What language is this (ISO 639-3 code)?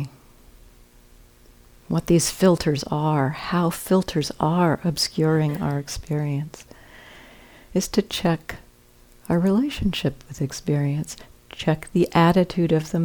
eng